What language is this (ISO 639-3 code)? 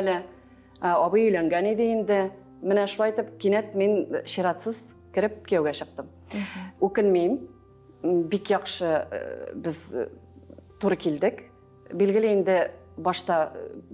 tat